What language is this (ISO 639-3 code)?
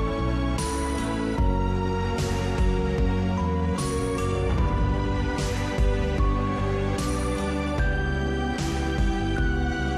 msa